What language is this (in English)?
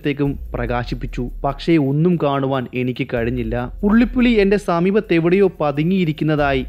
Malayalam